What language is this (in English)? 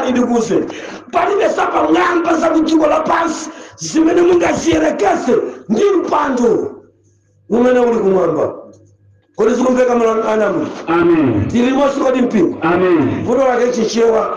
Nyanja